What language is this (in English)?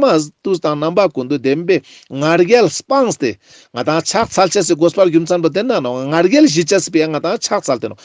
Ladakhi